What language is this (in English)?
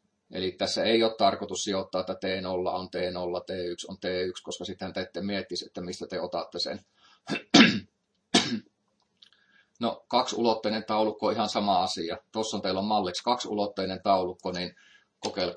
Finnish